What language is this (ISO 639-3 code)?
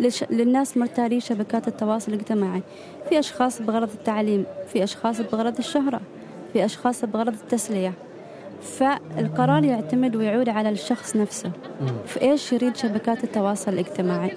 afb